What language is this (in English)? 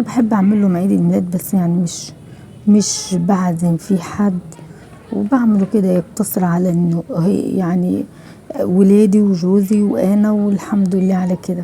Egyptian Arabic